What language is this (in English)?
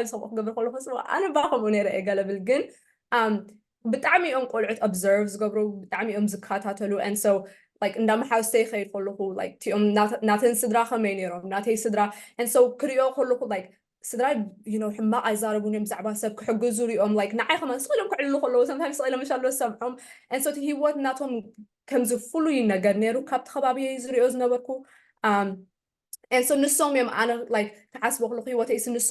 Tigrinya